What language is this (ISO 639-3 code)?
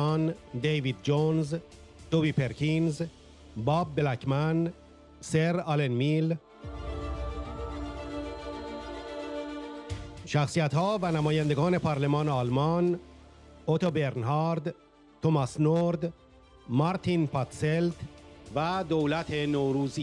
fas